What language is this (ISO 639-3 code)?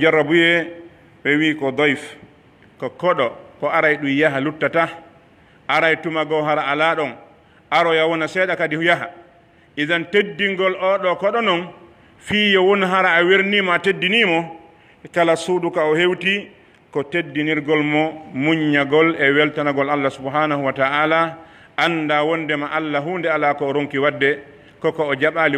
fuf